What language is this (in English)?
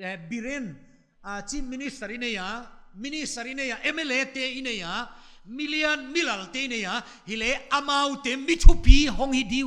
Paite Chin